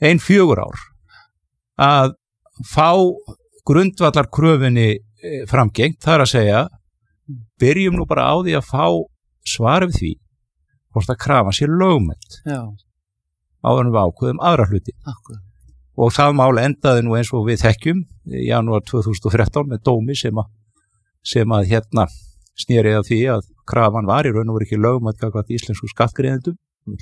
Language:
Icelandic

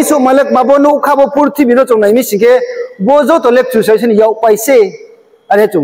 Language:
Riang (India)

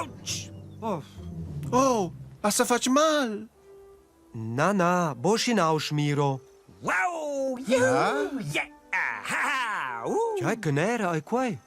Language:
Romansh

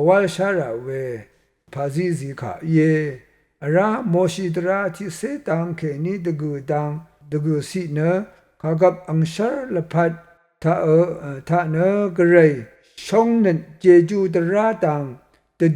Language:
Rawang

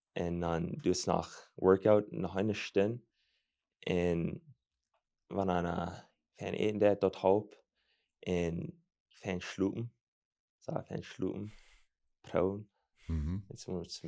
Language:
Plautdietsch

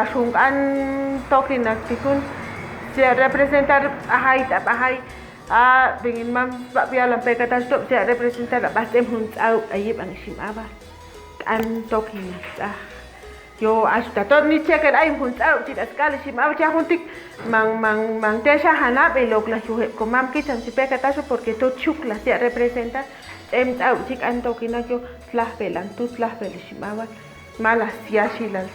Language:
Chuj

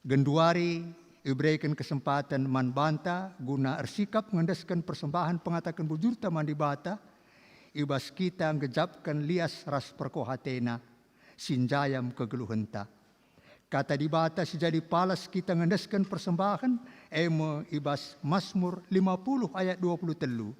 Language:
Batak Karo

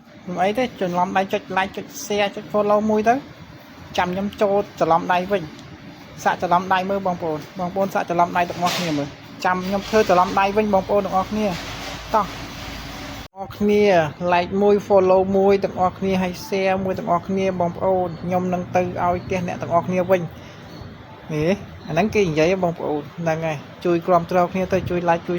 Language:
Khmer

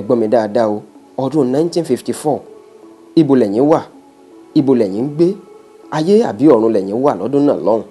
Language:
Yoruba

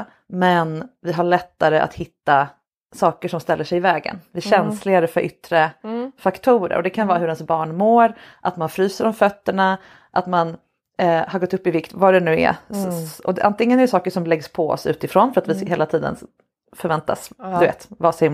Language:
Swedish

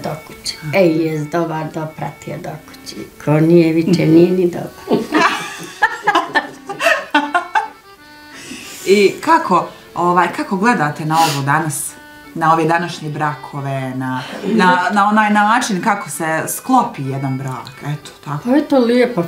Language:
Bosnian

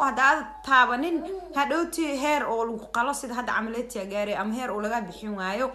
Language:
Somali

